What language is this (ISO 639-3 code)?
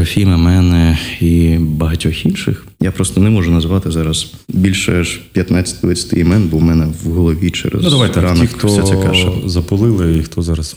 ukr